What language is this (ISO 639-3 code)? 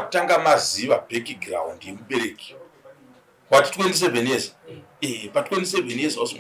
sna